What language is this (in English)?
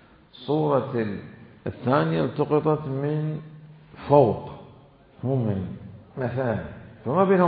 Mesopotamian Arabic